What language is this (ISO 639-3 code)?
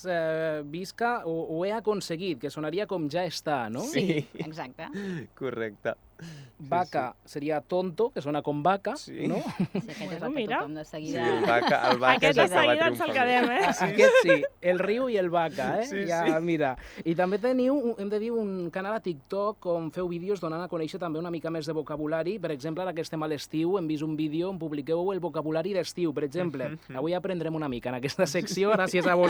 cat